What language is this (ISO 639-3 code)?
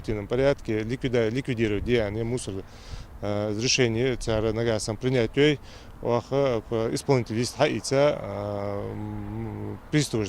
inh